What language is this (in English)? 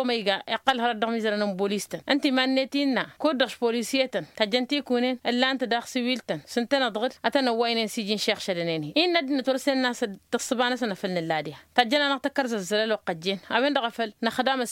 Tamasheq